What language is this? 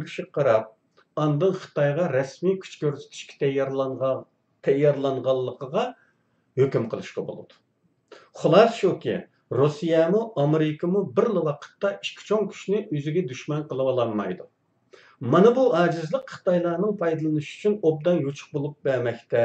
Uyghur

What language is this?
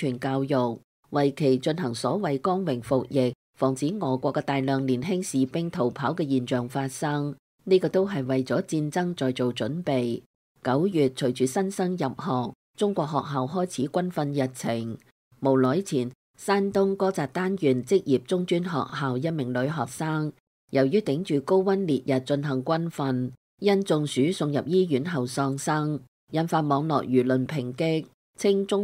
Cantonese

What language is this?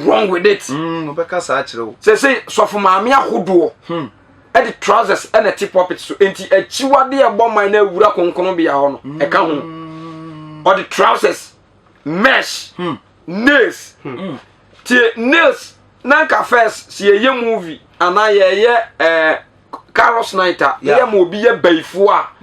Akan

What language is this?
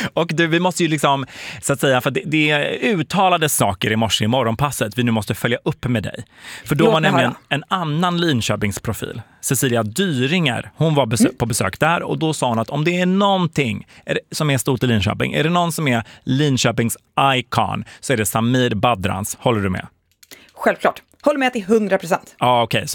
Swedish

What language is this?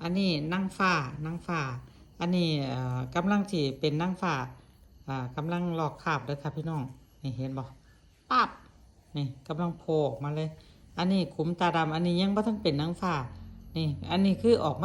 Lao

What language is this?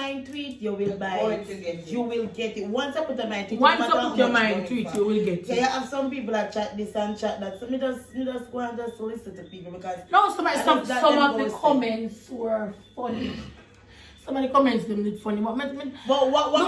Jamaican Creole English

